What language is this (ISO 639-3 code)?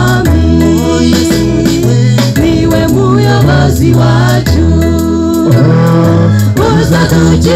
kin